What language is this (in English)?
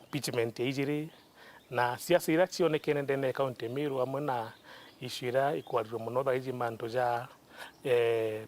Meru